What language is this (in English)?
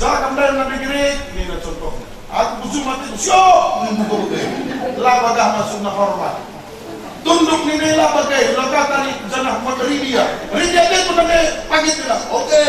Batak Karo